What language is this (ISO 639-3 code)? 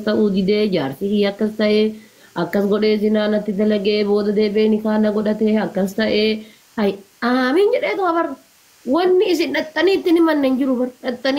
orm